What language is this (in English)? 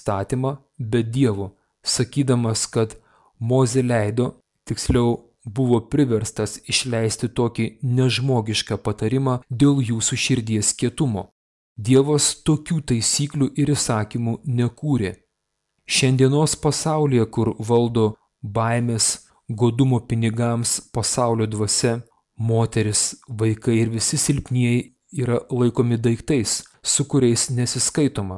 Lithuanian